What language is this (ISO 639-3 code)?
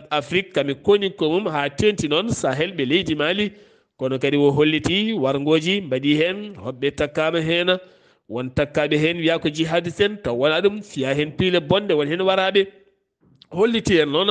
ful